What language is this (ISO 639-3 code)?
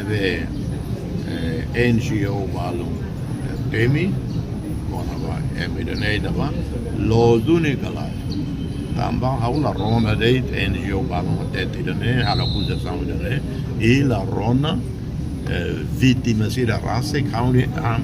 tet